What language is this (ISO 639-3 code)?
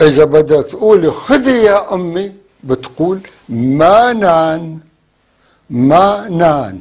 apc